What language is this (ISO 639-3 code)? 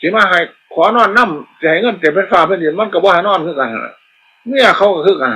tts